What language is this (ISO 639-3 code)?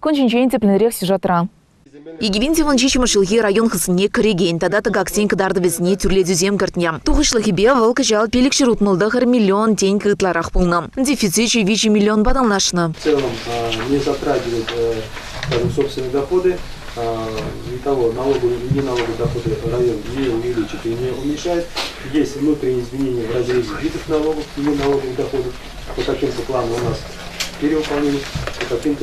chv